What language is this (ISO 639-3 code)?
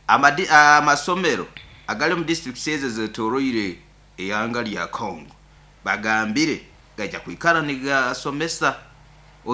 nyo